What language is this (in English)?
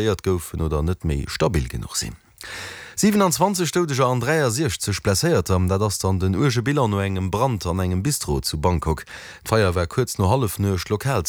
Luxembourgish